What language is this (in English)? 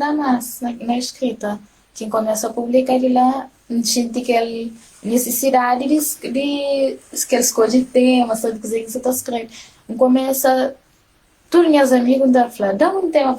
Kabuverdianu